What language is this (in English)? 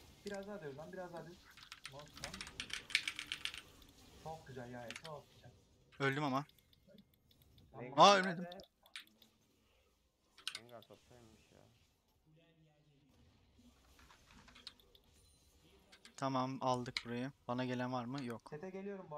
Turkish